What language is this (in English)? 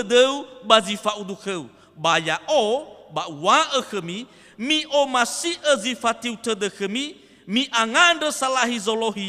Nias